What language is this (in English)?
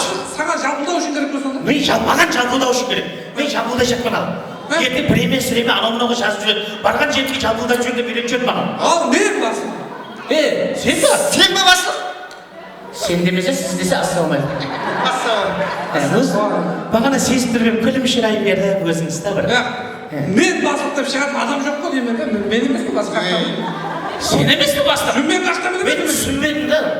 Kara-Kalpak